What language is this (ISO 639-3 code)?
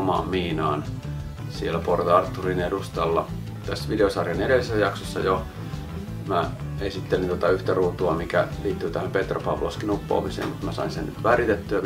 fin